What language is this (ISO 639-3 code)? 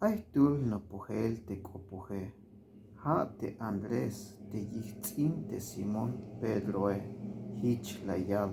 tzh